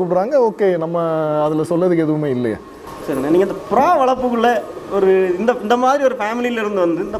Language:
Tamil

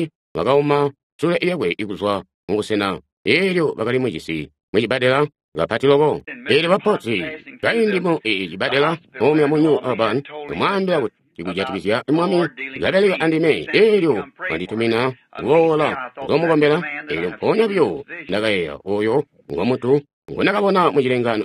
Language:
Tonga (Zambia)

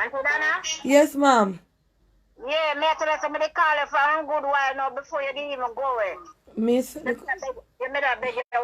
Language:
Jamaican Creole English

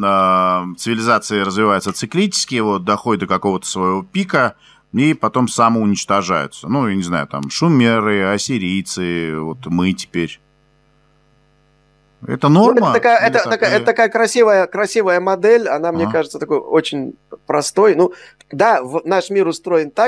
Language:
Russian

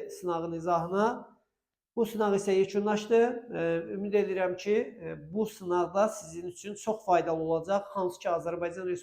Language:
Azerbaijani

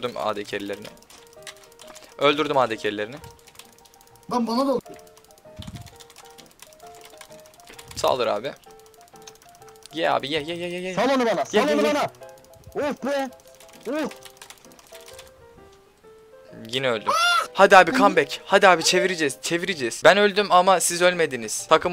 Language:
Turkish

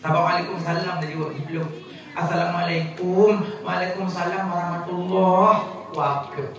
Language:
Achinese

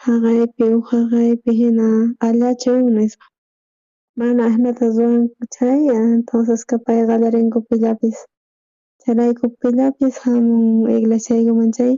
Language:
South Bolivian Quechua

